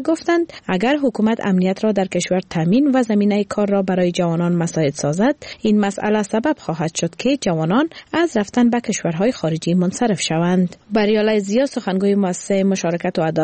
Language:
Persian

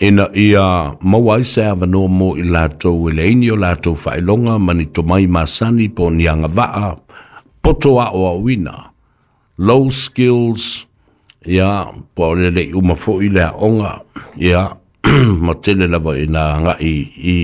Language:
Samoan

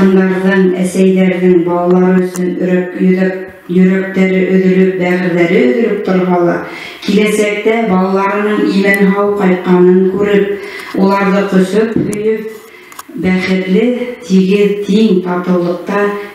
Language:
Bashkir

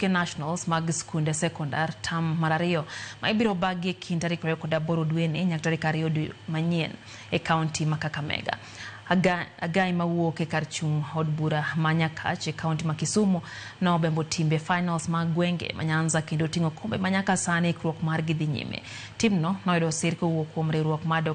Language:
Luo (Kenya and Tanzania)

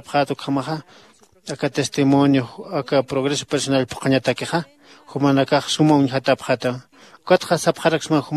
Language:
Aymara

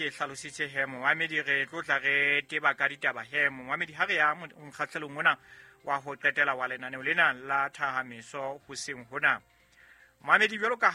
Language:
Southern Sotho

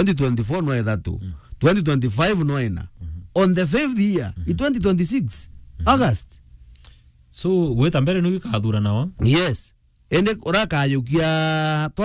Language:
Meru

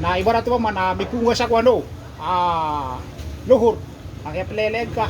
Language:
Maranao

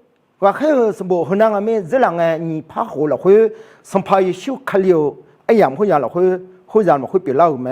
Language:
Akha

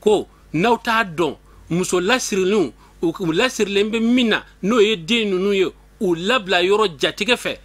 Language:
Bambara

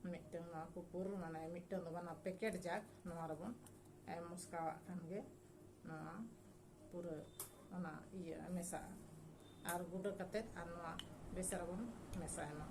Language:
Santali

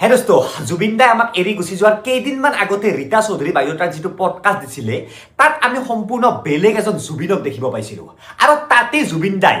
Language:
Assamese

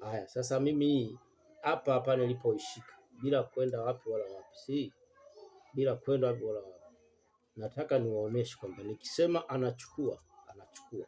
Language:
Swahili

